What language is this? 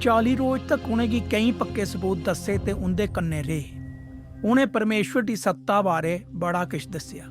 Dogri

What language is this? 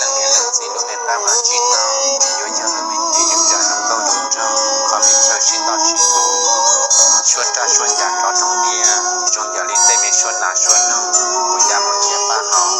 Hmong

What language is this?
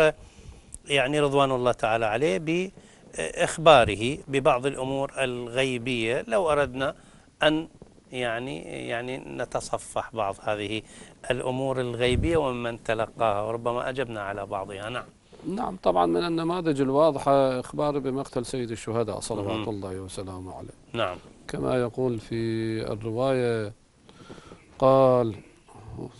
Arabic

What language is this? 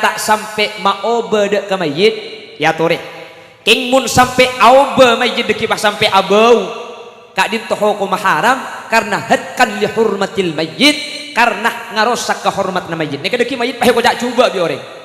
Madurese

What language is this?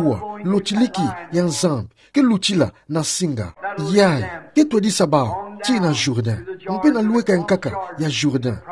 Kituba (Democratic Republic of Congo)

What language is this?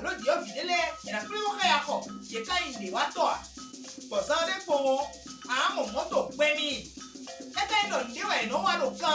Fon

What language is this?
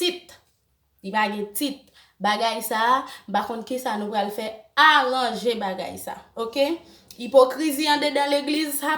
Haitian Creole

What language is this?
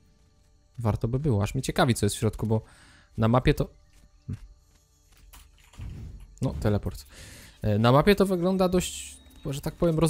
Polish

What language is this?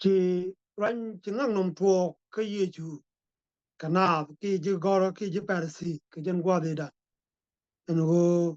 Nuer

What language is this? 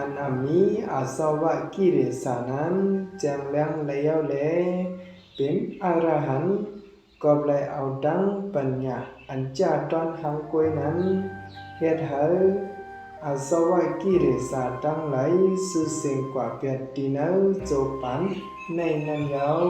Shan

